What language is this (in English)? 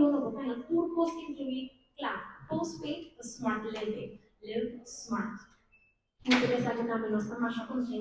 Papiamento